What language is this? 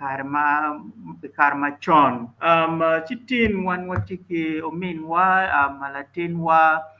Acoli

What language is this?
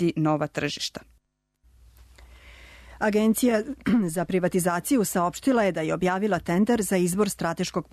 Serbian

